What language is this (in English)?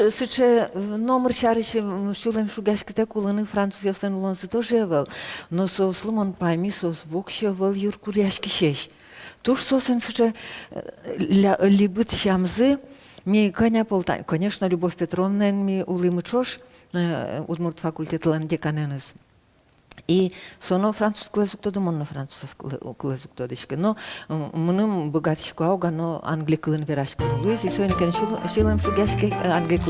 Udmurt